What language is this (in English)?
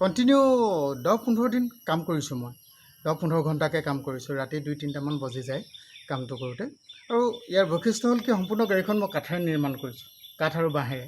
Assamese